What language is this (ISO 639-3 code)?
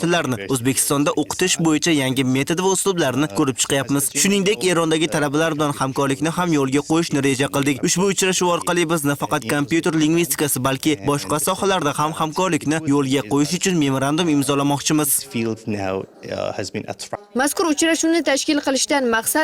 uzb